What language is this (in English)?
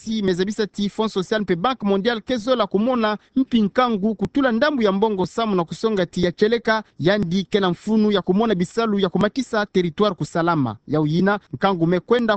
Kituba (Democratic Republic of Congo)